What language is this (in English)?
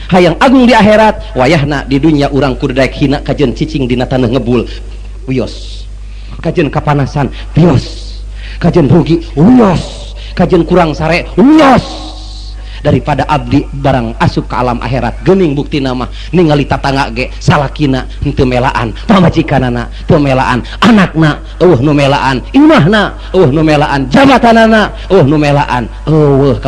Sundanese